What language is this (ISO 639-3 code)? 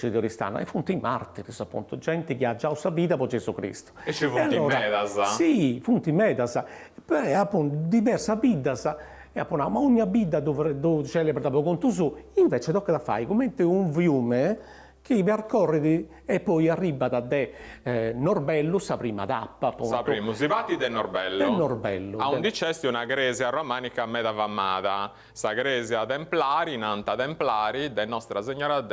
srd